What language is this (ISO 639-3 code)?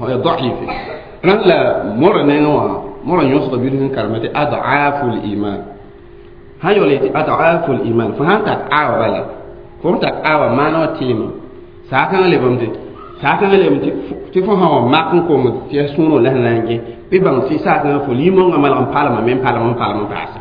mos